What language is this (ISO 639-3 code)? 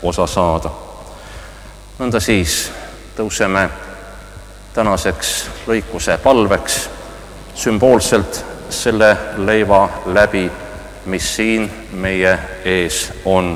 est